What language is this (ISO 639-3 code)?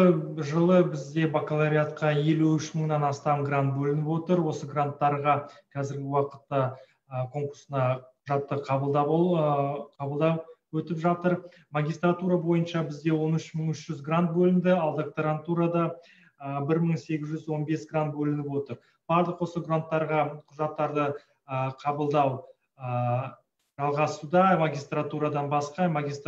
kaz